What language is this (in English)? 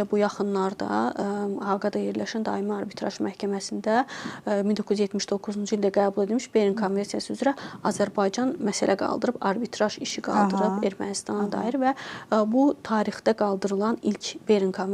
Azerbaijani